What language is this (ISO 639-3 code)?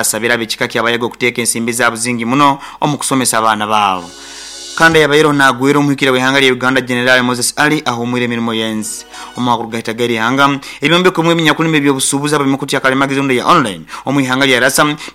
nyo